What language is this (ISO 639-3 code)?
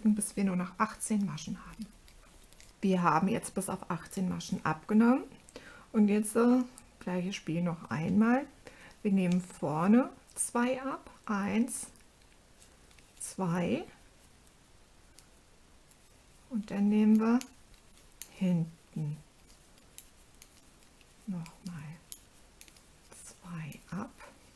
deu